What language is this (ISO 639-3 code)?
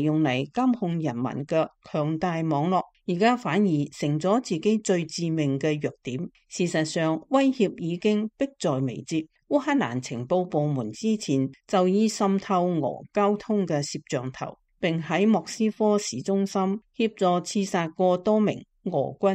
yue